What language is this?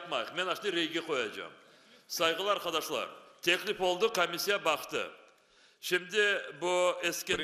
Crimean Tatar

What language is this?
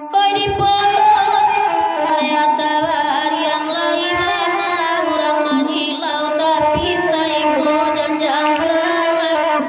Minangkabau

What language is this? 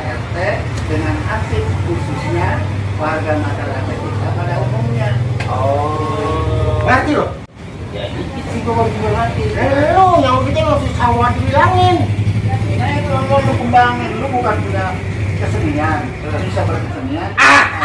Betawi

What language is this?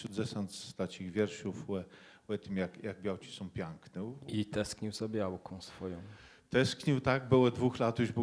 Kashubian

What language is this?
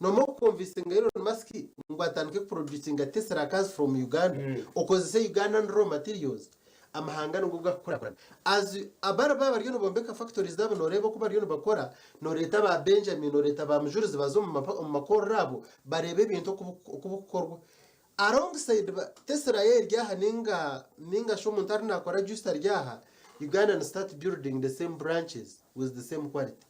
Nyankole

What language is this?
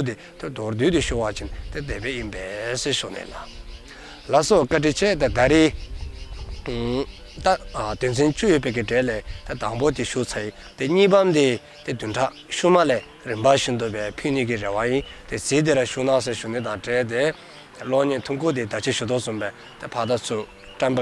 Dzongkha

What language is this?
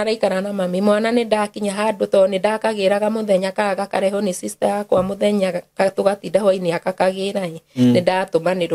Kikuyu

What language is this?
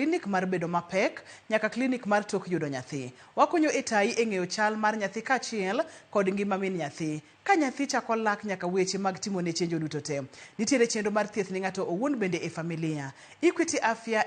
Luo (Kenya and Tanzania)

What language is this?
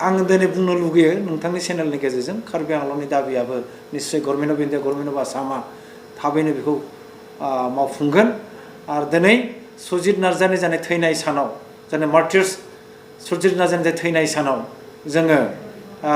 Bodo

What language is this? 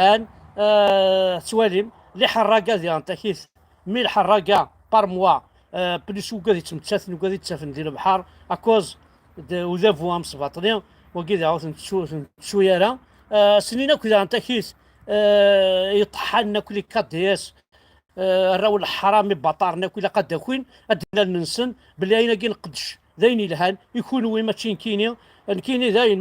Kabyle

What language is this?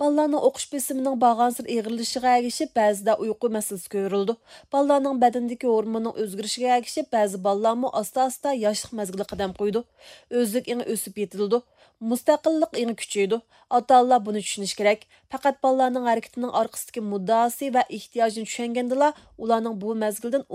Uyghur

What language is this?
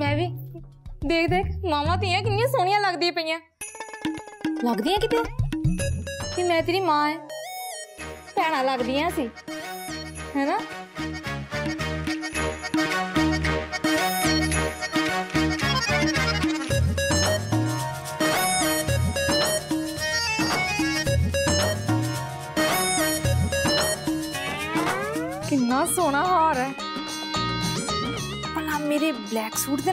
Punjabi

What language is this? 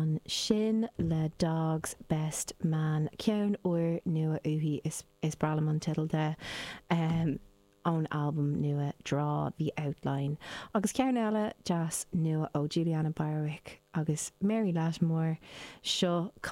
Irish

